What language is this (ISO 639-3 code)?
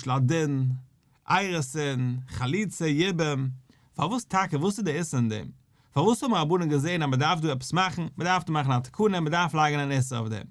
yid